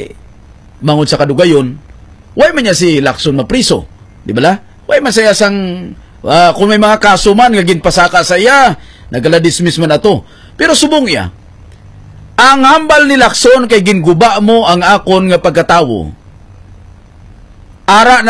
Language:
Hiligaynon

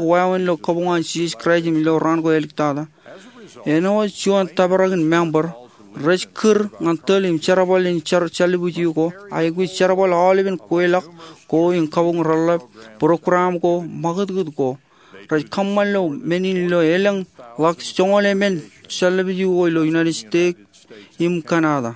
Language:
Marshallese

